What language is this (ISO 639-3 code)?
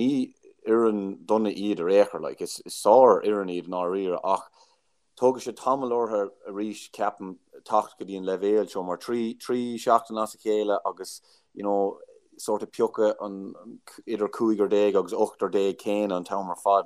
gle